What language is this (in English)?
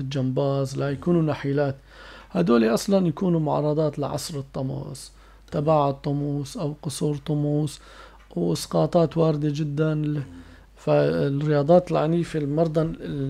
North Levantine Arabic